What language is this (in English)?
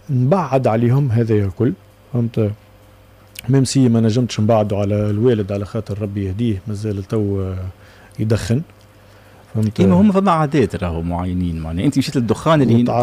Tunisian Arabic